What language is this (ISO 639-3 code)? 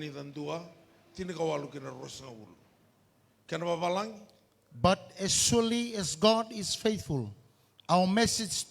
fij